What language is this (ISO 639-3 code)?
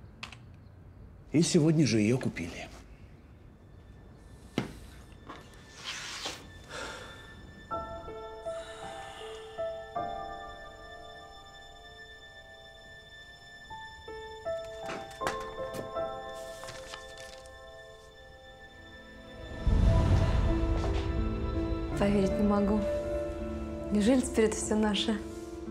rus